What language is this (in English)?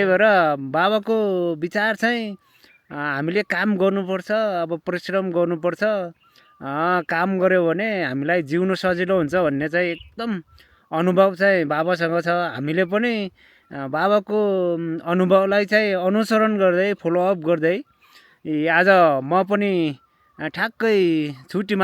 Nepali